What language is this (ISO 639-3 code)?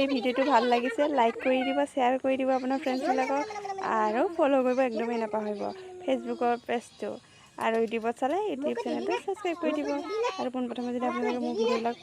asm